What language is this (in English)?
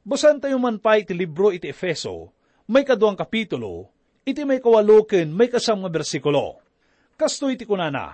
Iloko